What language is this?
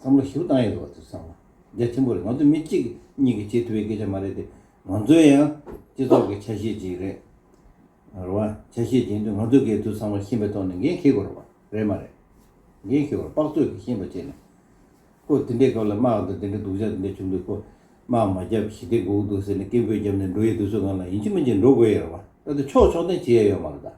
Tibetan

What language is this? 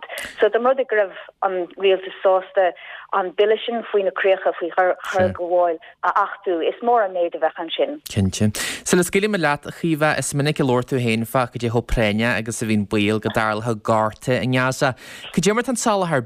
Irish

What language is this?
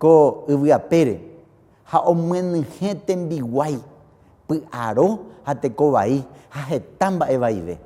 Guarani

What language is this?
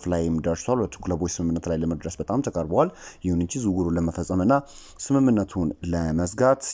Amharic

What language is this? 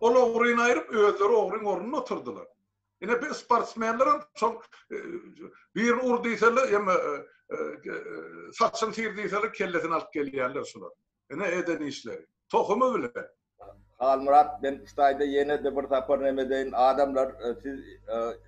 Turkmen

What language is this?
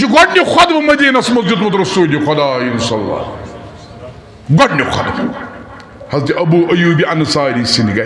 Kashmiri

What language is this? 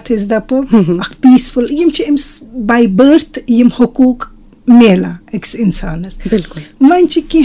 Kashmiri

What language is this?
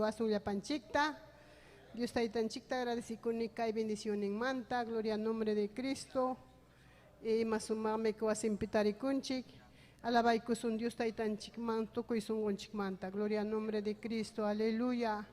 Ayacucho Quechua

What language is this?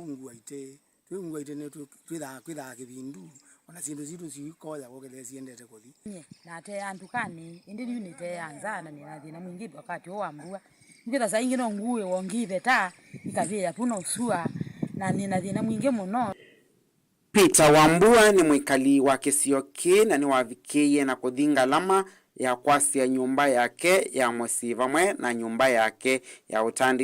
Kamba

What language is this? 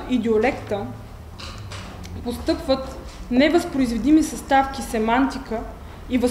Bulgarian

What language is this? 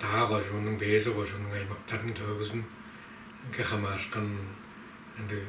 Tuvinian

